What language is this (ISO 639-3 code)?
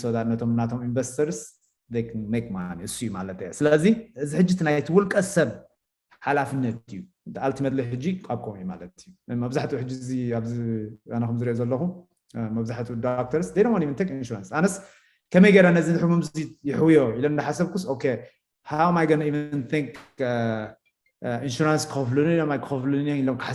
tir